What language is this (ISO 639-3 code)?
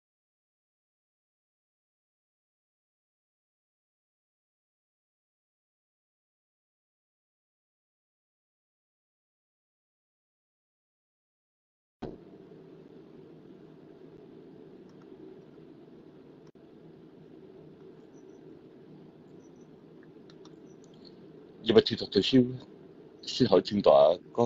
vie